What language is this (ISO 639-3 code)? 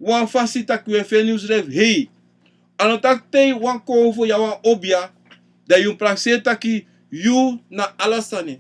srn